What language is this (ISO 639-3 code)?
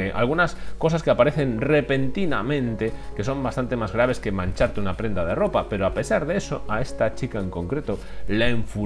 spa